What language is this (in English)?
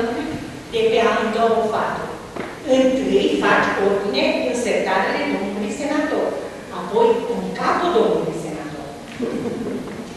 Romanian